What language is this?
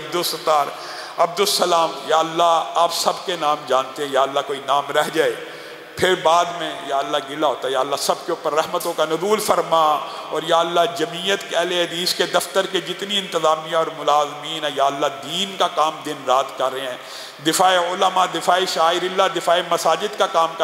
Urdu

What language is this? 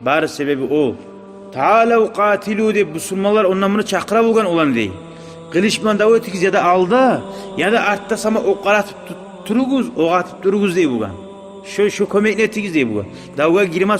Kumyk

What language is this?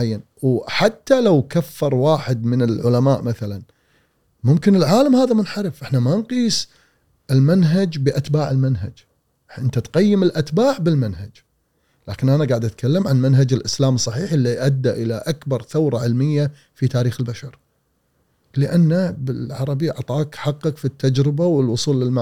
Gulf Arabic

